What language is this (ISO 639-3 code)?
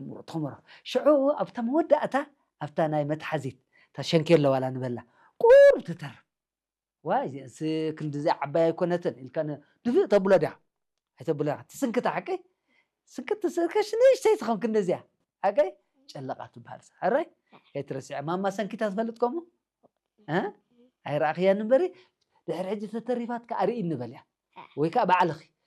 tir